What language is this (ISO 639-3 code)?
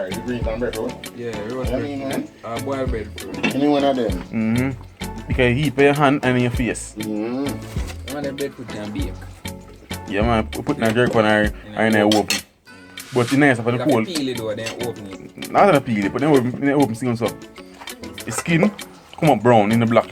jam